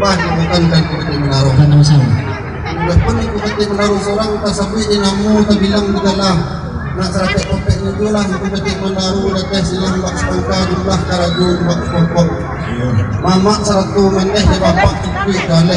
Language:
Minangkabau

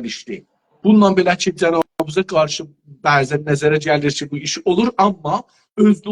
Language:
South Azerbaijani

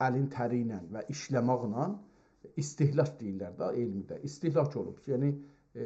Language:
South Azerbaijani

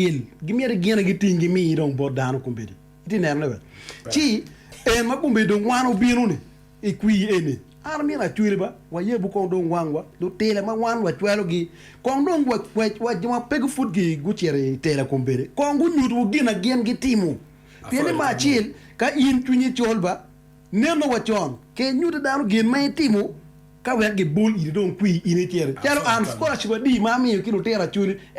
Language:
Acoli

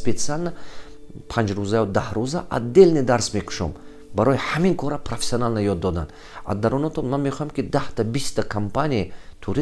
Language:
Tajik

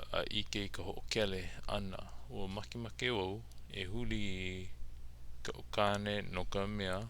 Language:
Hawaiian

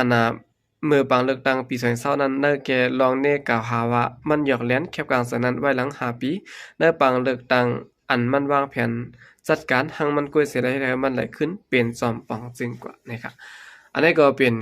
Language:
Shan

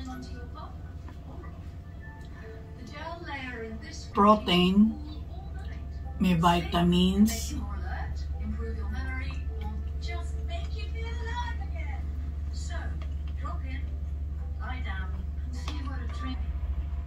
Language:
Filipino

